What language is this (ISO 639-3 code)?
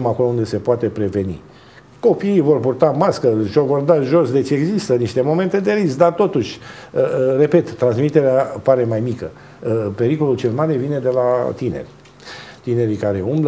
ron